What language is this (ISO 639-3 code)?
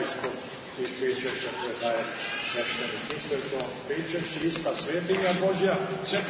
srp